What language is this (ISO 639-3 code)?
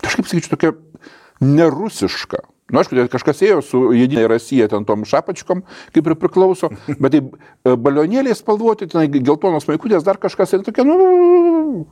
lit